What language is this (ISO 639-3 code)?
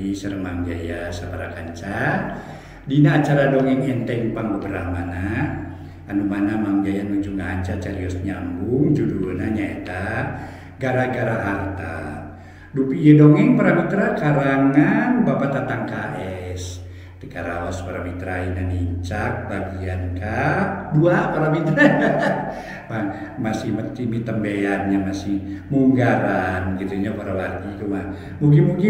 sun